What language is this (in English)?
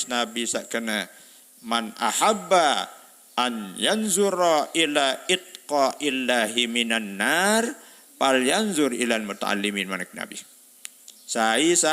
Sasak